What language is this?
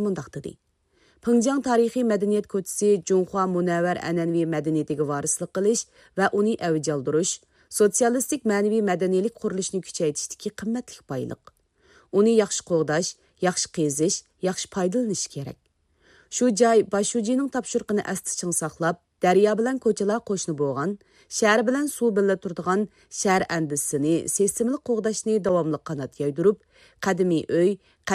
Uyghur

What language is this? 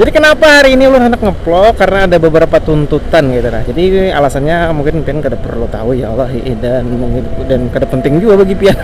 Banjar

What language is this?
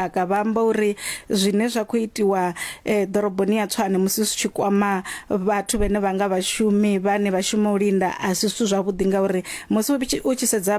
Venda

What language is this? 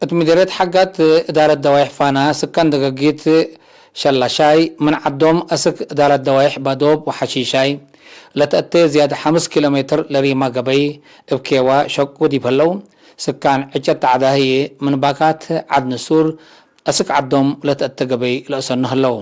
Tigre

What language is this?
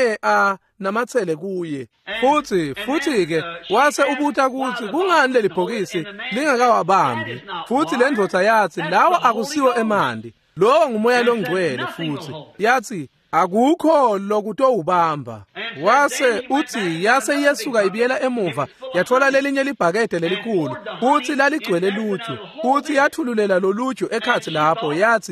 Swati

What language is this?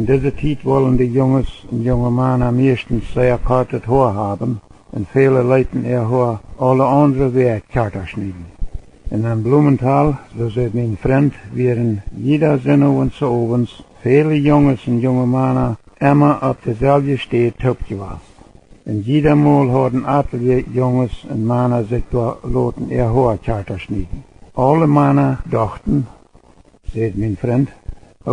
Plautdietsch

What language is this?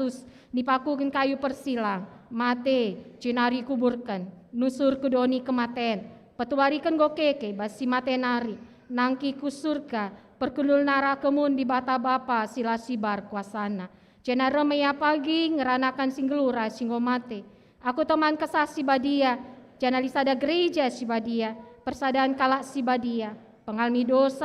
Batak Karo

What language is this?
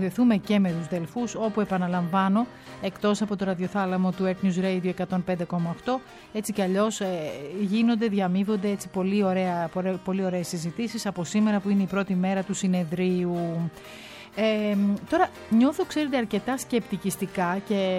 Greek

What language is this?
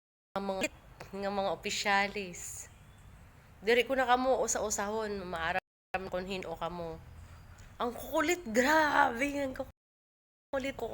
Waray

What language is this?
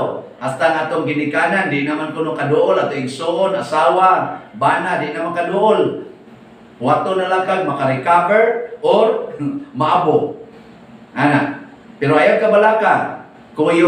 Cebuano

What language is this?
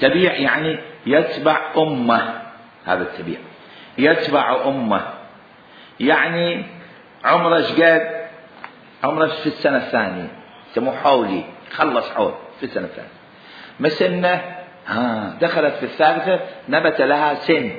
Mesopotamian Arabic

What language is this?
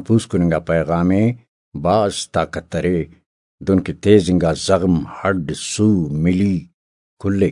Brahui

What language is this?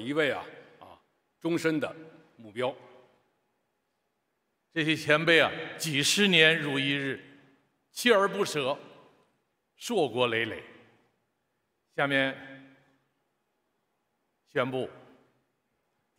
Chinese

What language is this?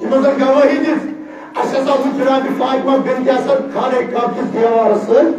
Kashmiri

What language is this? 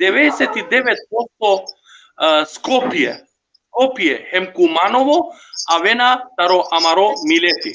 Balkan Romani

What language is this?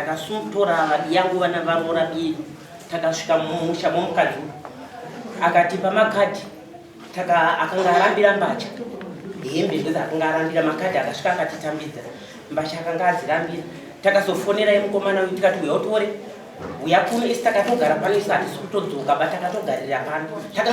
Shona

